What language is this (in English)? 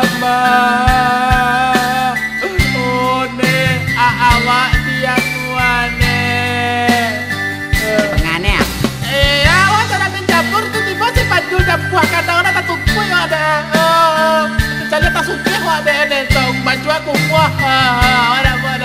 Minangkabau